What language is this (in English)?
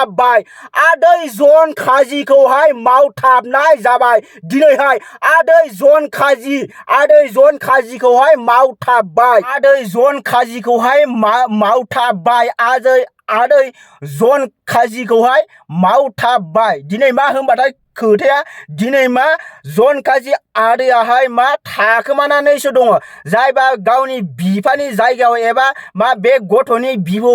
Bodo